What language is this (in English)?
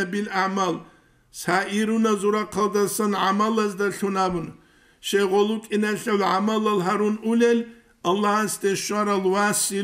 Avaric